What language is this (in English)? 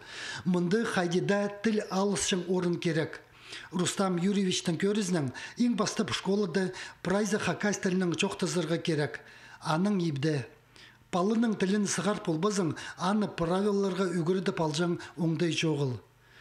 Khakas